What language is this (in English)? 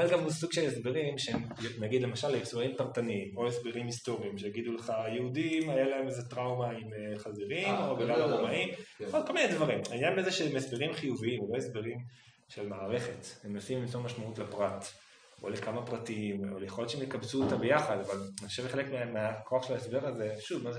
Hebrew